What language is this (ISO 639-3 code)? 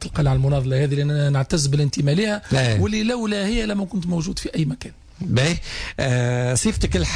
aeb